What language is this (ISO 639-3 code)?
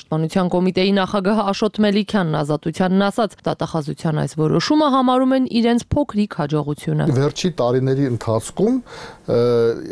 hye